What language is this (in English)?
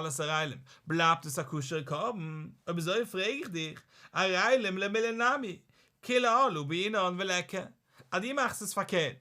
Yiddish